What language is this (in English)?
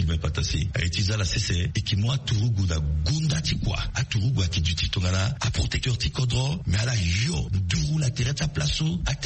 Sango